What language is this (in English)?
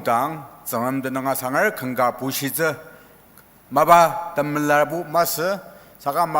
Ao Naga